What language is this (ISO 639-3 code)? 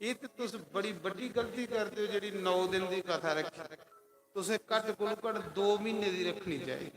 doi